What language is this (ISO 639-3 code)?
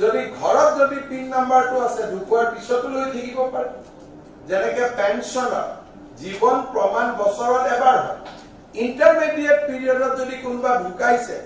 asm